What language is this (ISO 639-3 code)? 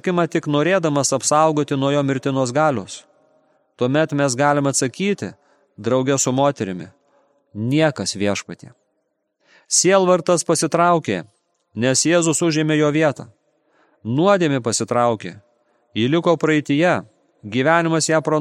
lit